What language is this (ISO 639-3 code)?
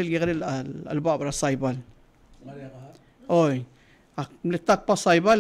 pau